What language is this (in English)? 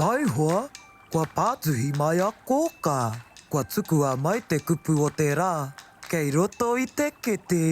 Māori